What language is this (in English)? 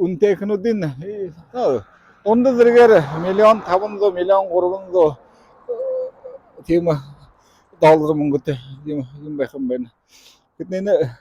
Buriat